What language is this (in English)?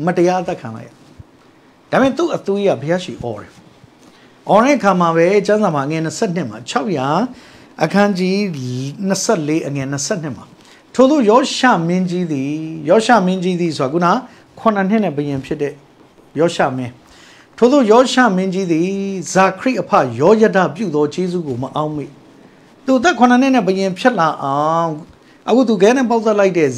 Burmese